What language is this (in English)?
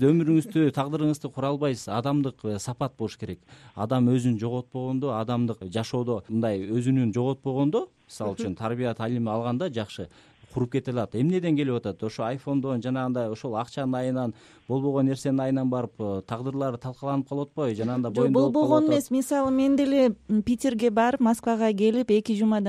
Kyrgyz